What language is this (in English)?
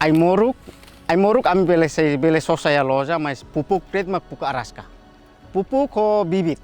Tetum